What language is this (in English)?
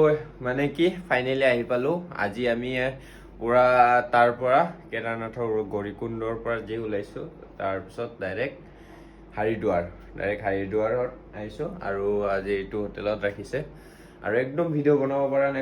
Assamese